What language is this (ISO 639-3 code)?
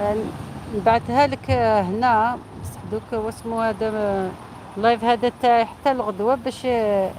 arq